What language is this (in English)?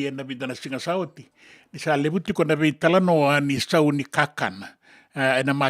Fijian